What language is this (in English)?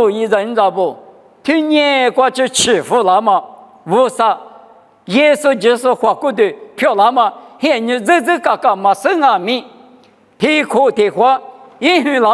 Lisu